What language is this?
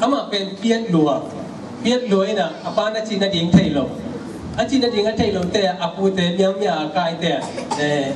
Tedim Chin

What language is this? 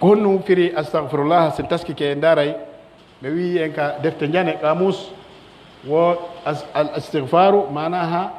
Pular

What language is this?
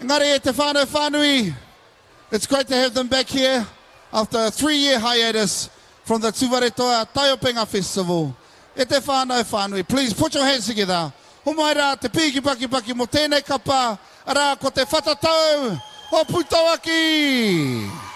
Māori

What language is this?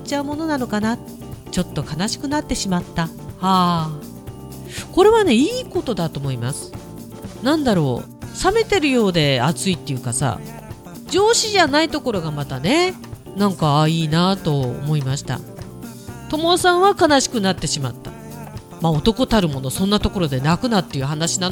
Japanese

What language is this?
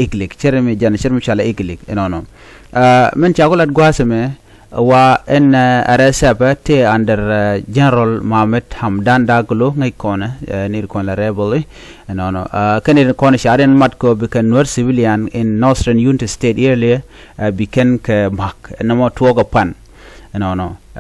Nuer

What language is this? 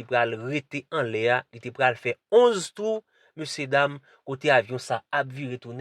Haitian Creole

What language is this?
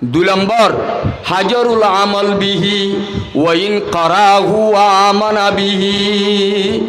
Rohingya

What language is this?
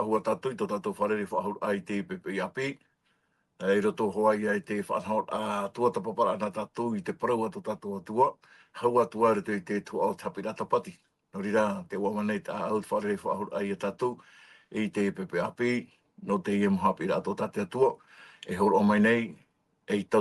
Tahitian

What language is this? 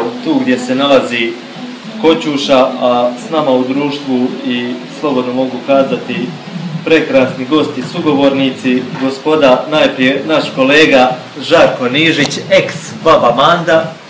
Croatian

